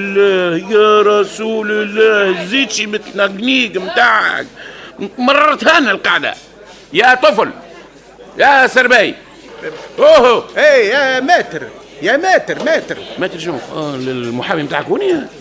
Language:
Tunisian Arabic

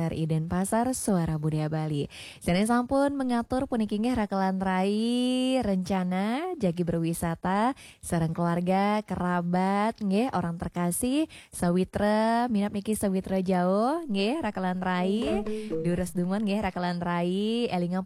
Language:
Balinese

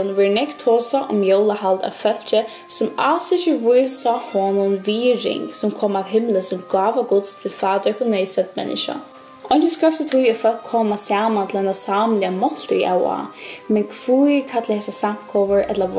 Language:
Faroese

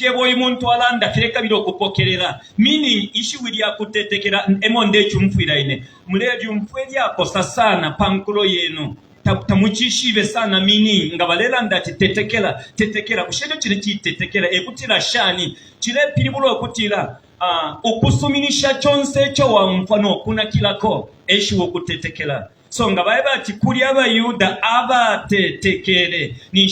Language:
Bemba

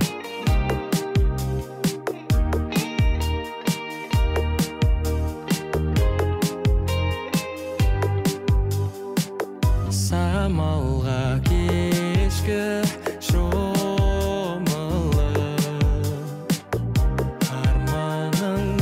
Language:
Kazakh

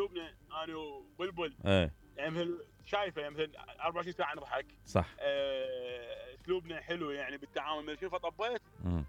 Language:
Mesopotamian Arabic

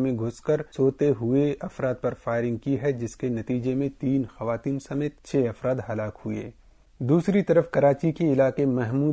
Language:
Urdu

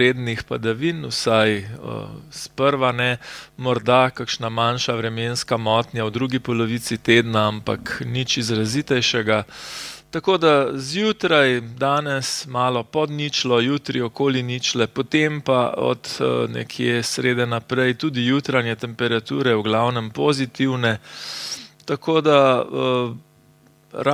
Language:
Slovenian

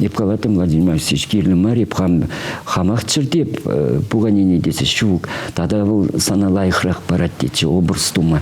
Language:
Chuvash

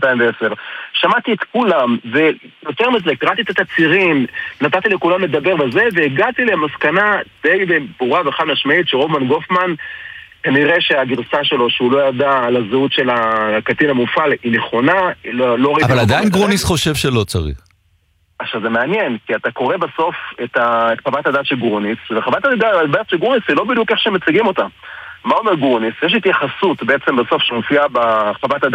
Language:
Hebrew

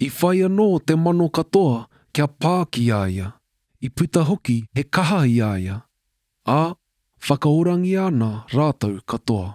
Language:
Māori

